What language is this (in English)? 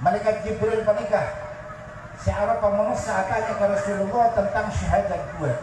Madurese